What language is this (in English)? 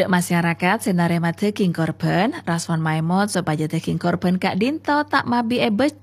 Madurese